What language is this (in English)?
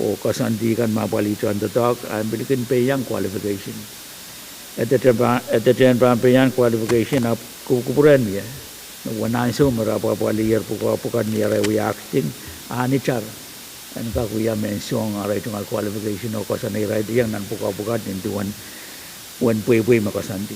Pohnpeian